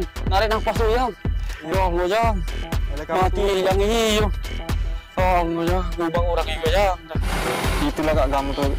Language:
Musi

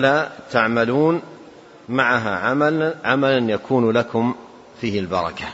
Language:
Arabic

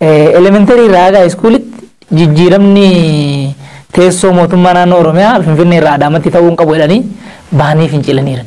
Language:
Oromo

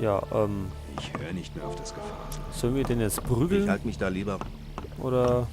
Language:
Bavarian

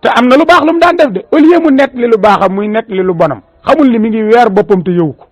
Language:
Wolof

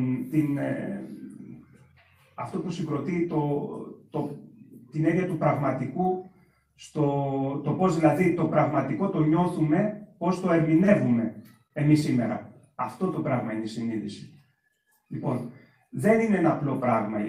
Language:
Greek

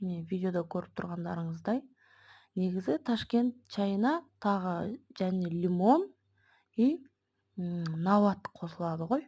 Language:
Kazakh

